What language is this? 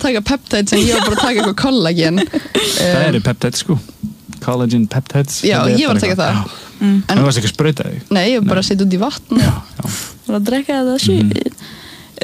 Icelandic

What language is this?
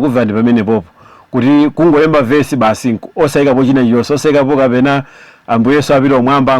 Nyanja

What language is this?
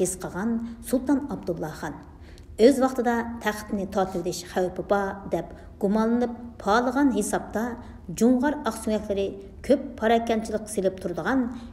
Uyghur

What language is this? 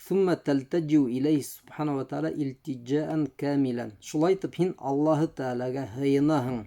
Bashkir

